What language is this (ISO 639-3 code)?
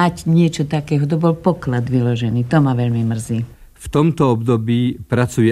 slk